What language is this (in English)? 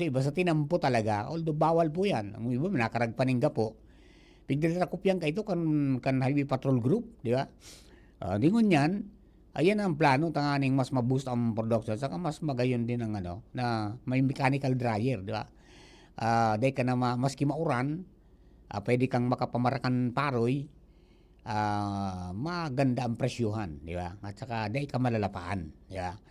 Bikol